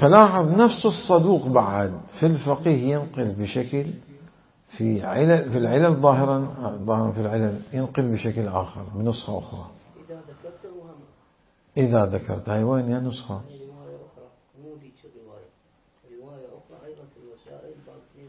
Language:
Mesopotamian Arabic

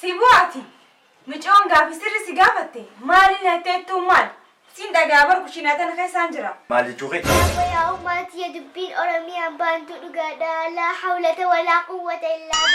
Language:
Oromo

